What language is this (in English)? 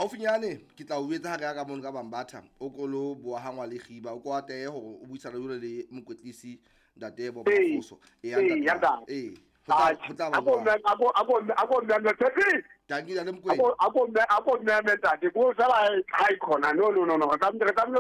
Southern Sotho